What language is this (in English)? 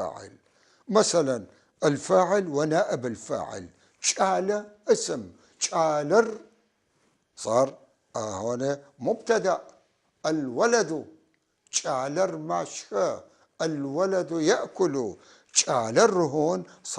North Levantine Arabic